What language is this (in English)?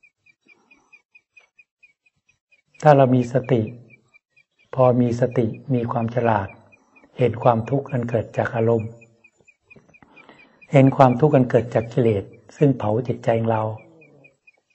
Thai